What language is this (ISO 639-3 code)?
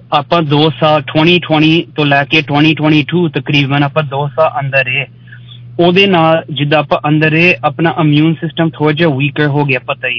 pan